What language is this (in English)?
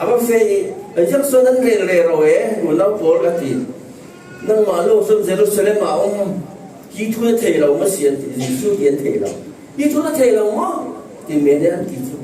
Falam Chin